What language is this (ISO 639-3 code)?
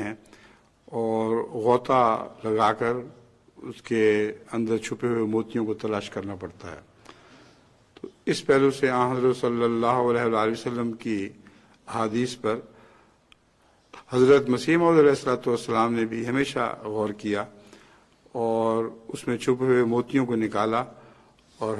urd